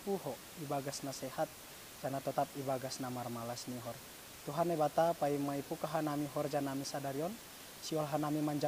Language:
Batak Simalungun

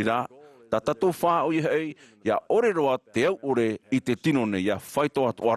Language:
Tahitian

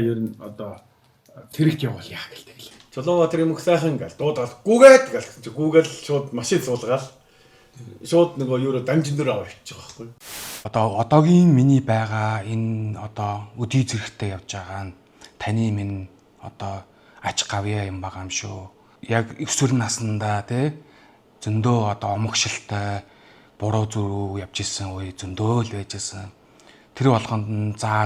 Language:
Mongolian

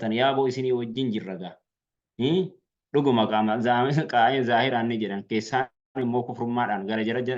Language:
Oromo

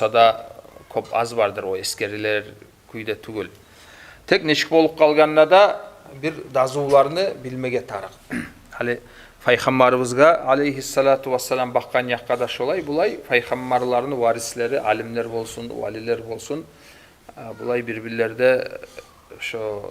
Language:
Kumyk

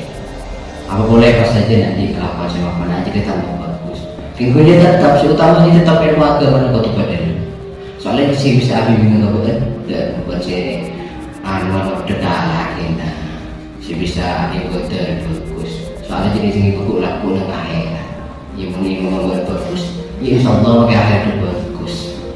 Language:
Madurese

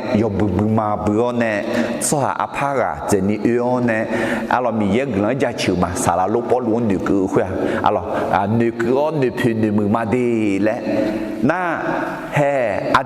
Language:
Akha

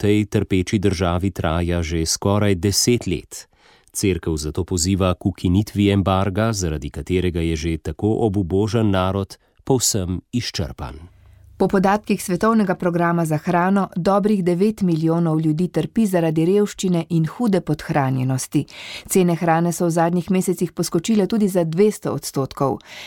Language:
Slovenian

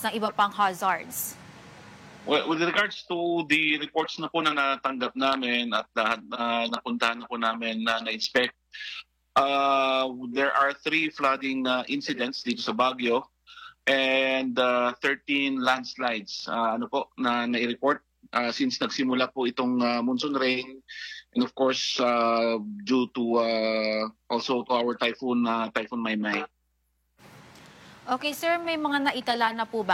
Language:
Filipino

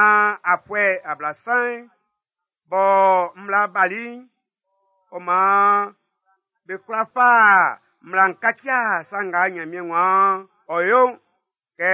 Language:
Baoulé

